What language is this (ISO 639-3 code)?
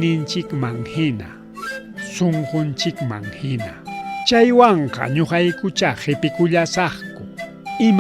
quy